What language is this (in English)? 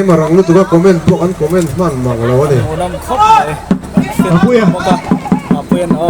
Mizo